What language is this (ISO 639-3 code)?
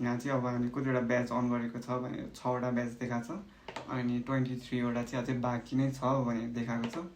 nep